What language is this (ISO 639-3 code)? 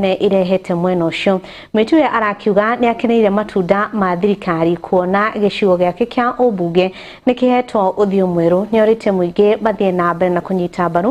kik